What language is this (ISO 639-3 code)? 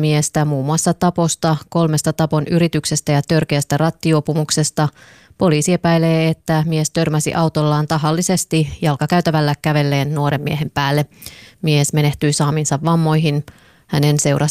fin